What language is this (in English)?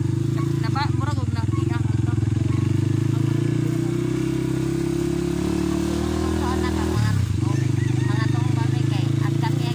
Cebuano